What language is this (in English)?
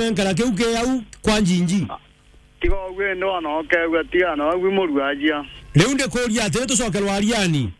Meru